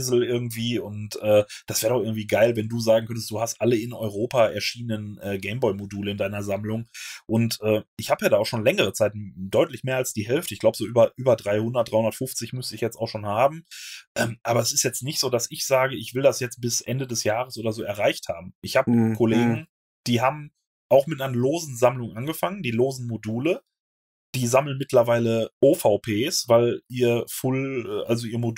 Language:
German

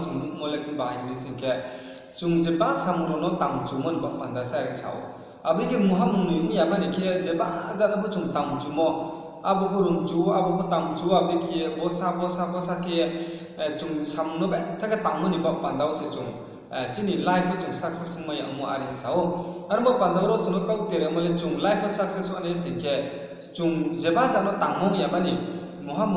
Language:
Riang (India)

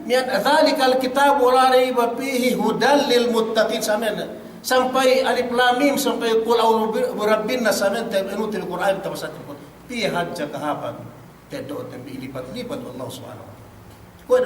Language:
Yakan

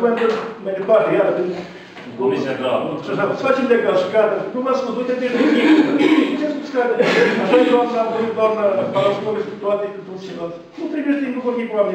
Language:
Romanian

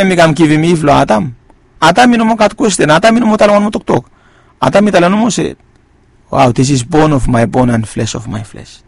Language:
Bislama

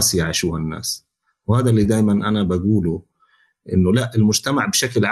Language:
North Levantine Arabic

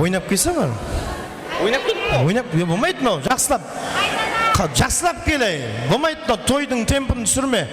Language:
Kara-Kalpak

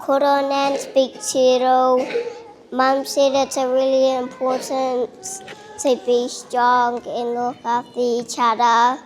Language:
Māori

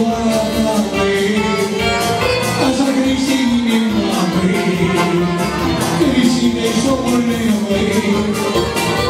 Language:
Romanian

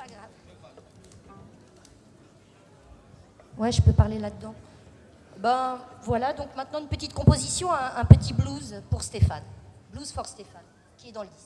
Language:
French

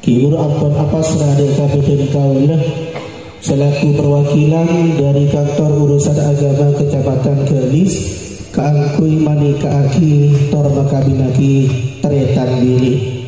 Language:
Madurese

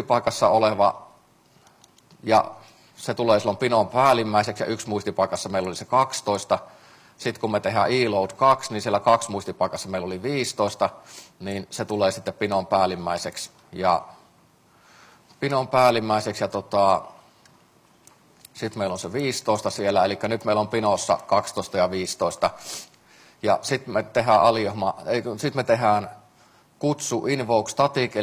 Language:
Finnish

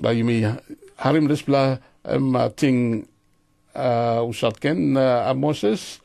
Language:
Tok Pisin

